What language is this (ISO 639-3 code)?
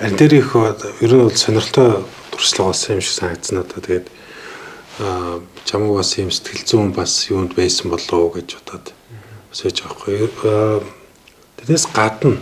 mon